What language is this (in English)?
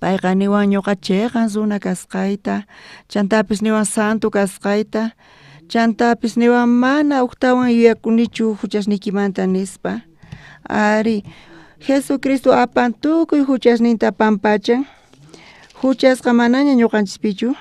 South Bolivian Quechua